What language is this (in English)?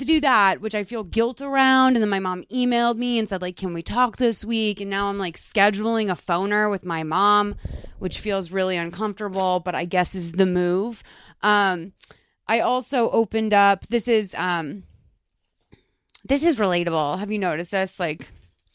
English